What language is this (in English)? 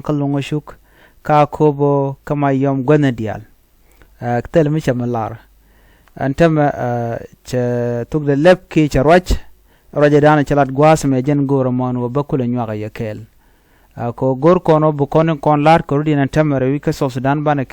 Nuer